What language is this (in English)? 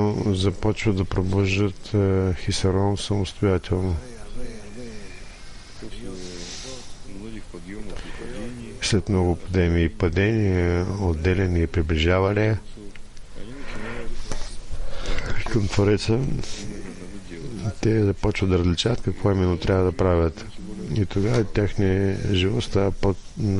Bulgarian